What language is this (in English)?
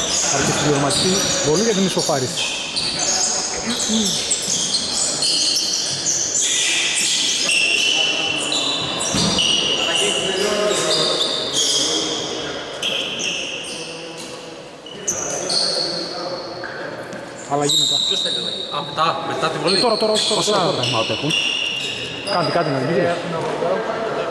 Greek